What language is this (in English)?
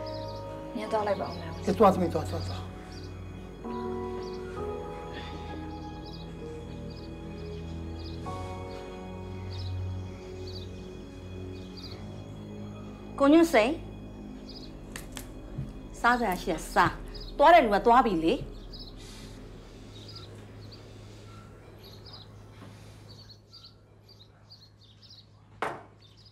Burmese